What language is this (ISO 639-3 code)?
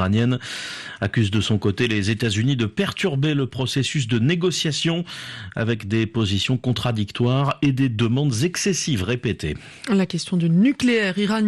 fra